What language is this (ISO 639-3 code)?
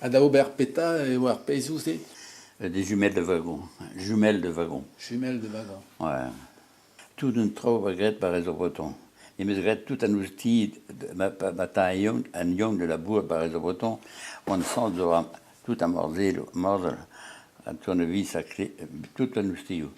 bre